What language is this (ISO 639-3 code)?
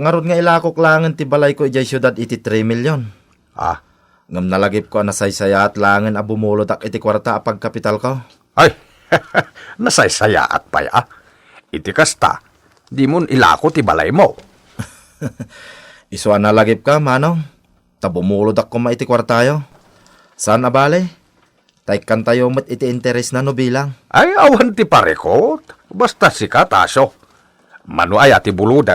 ilo